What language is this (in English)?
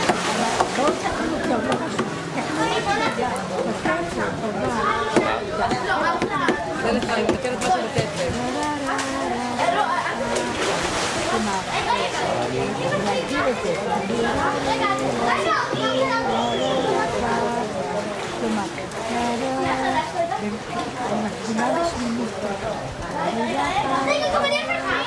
Hebrew